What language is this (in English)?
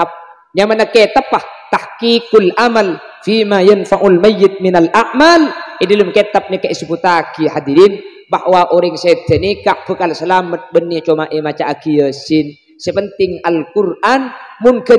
Madurese